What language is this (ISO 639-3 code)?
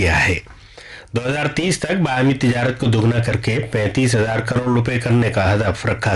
urd